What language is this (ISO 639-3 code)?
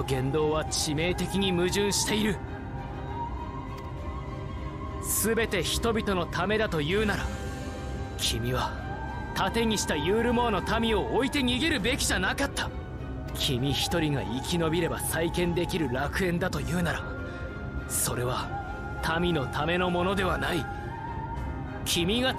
jpn